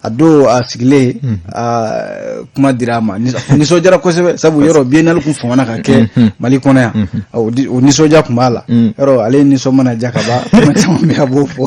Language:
Bambara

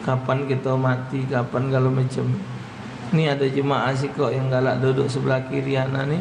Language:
Musi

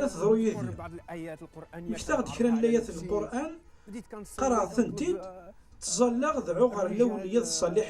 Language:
Kabyle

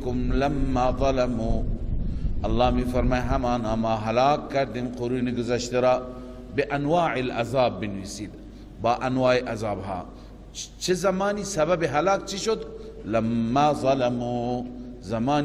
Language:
Persian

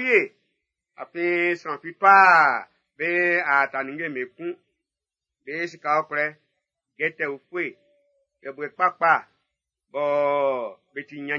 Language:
Baoulé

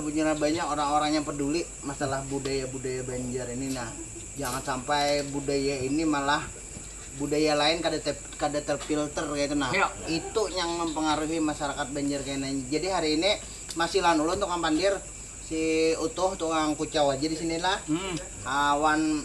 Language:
Banjar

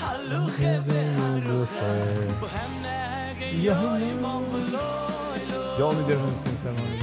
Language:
Yiddish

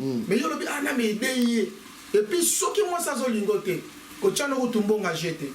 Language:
Lingala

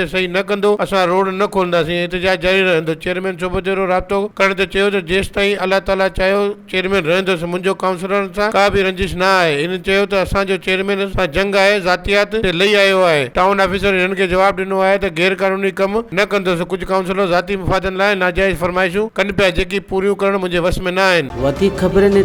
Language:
Sindhi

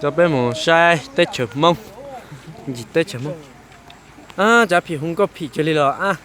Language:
Hmong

